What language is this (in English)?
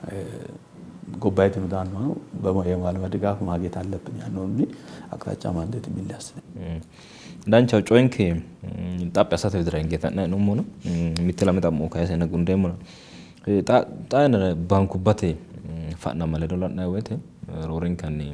Sidamo